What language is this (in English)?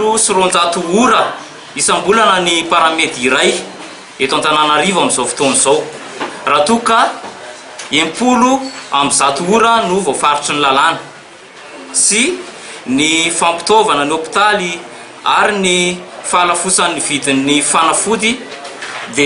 Malagasy